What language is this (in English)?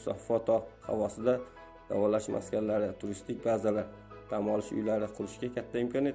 Uzbek